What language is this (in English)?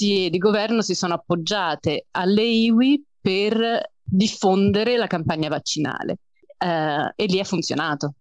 Italian